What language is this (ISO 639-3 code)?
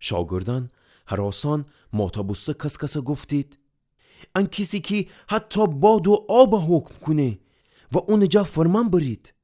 glk